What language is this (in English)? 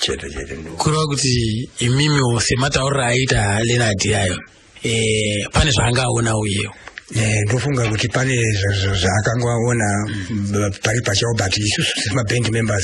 Shona